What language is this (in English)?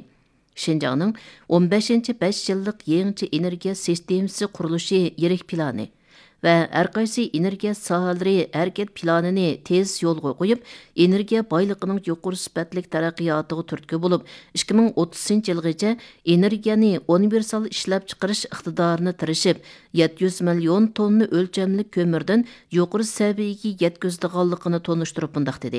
Uyghur